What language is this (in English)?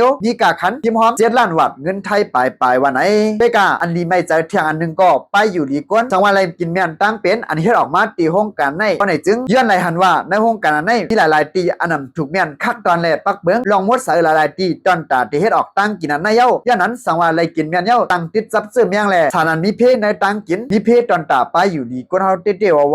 Lao